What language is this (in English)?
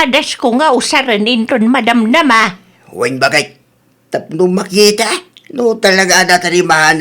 Iloko